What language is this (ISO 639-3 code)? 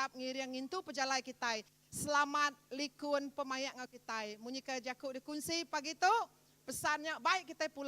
iba